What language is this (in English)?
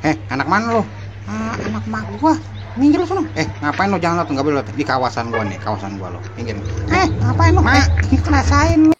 Betawi